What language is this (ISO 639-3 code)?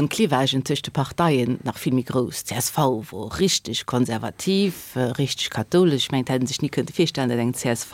ltz